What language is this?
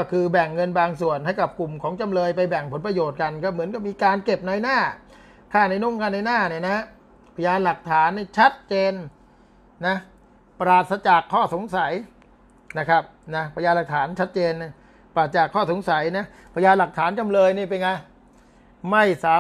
Thai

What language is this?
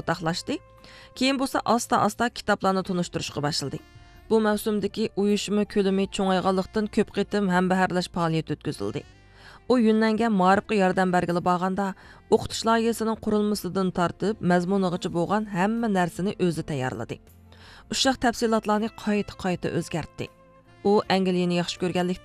Uyghur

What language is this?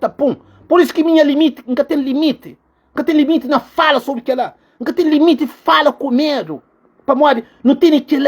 Kabuverdianu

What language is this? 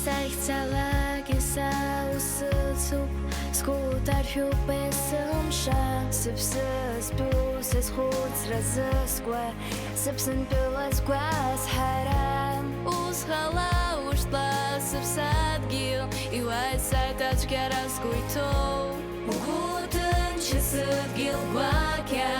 Abkhazian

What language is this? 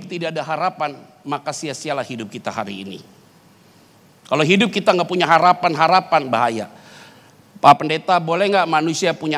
Indonesian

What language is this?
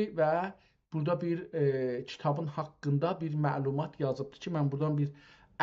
South Azerbaijani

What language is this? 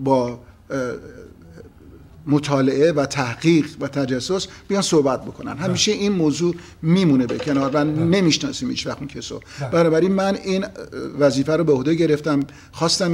Persian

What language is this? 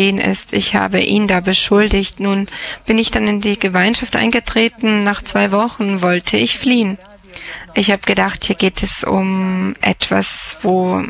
German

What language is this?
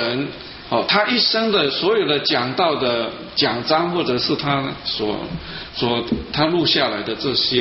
Chinese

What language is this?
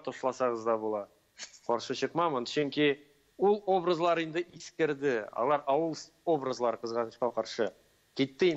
Tatar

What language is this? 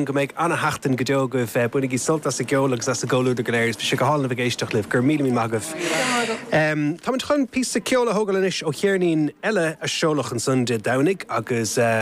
Irish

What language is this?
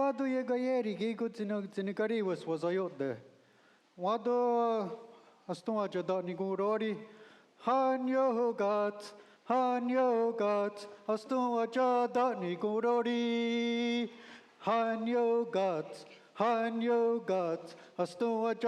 Mohawk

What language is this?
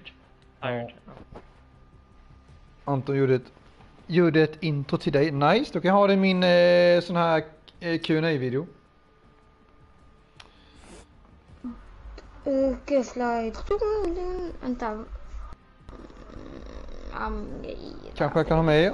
Swedish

